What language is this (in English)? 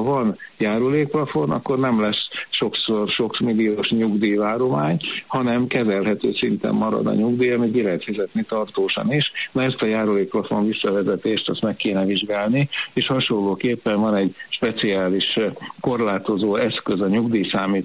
Hungarian